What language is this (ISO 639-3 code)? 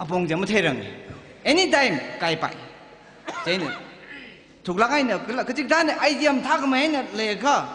nmf